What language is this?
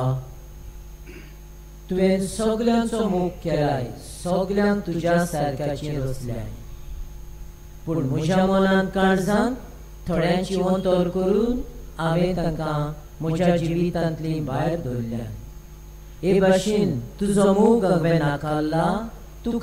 Konkani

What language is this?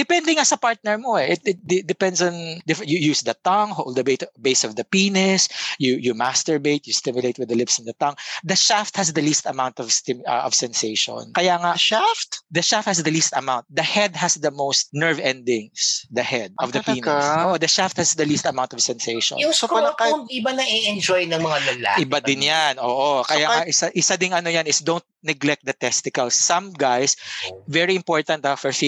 Filipino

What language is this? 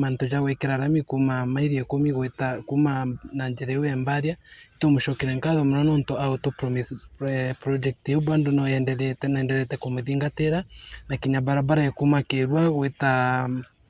Meru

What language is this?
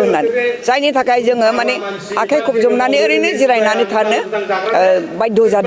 Bodo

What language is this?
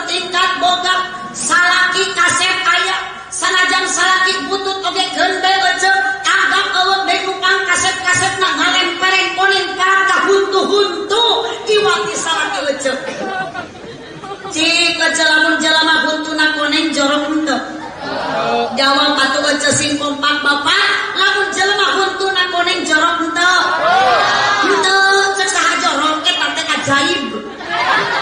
Sundanese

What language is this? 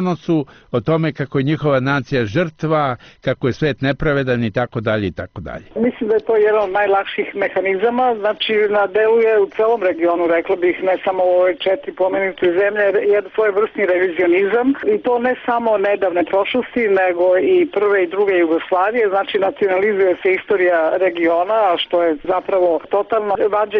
Serbian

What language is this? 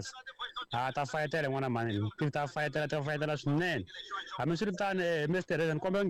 Tsonga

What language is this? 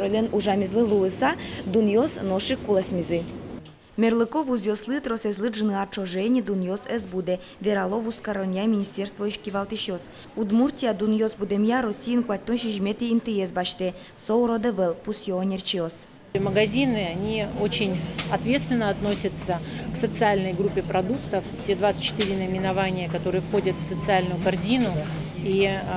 Udmurt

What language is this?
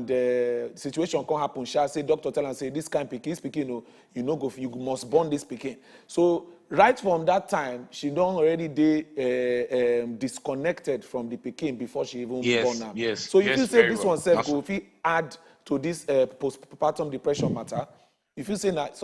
Nigerian Pidgin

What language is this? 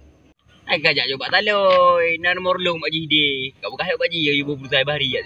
Achinese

